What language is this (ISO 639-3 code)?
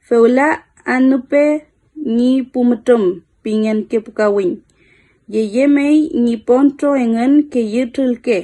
arn